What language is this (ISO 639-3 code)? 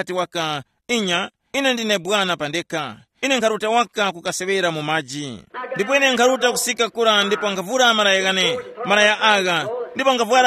tum